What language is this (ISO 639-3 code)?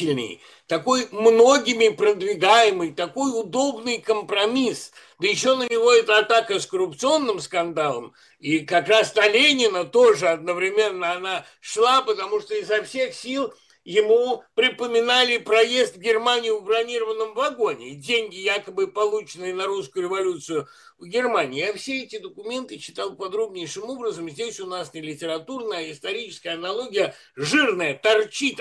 rus